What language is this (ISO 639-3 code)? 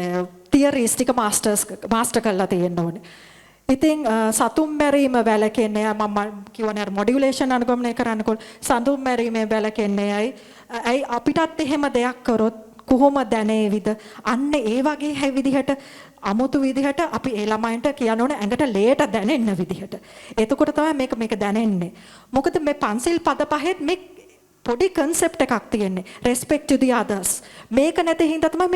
sin